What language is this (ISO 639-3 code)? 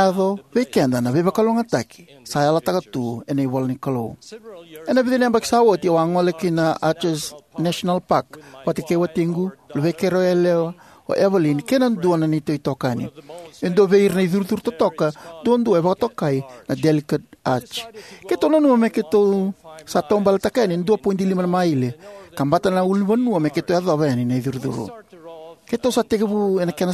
fij